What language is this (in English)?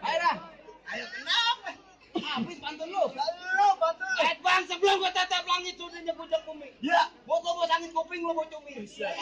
Betawi